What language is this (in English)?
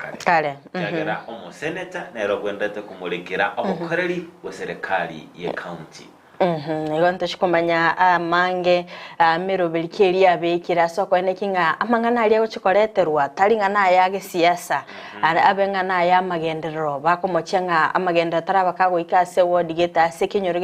Gusii